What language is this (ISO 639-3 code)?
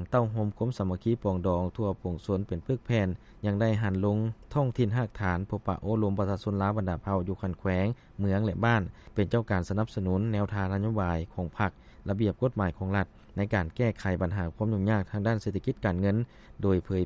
lao